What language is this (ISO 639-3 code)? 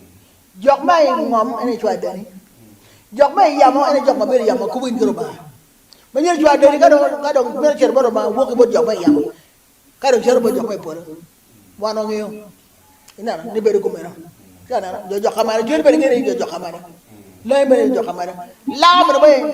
ach